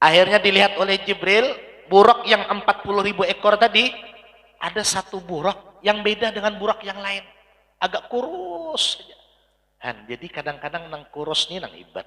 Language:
Banjar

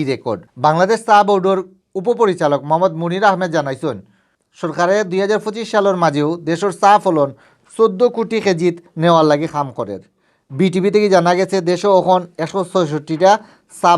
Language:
Sylheti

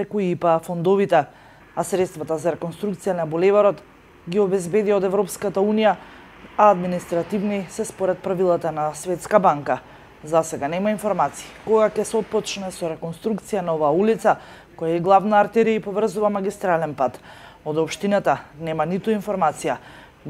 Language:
Macedonian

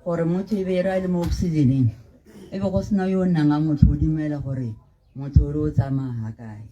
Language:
Tswana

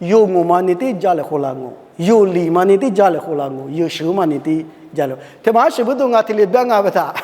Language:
Lisu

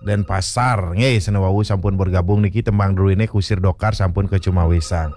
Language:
Balinese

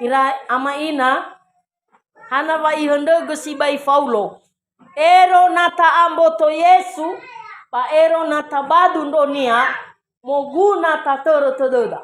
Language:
Nias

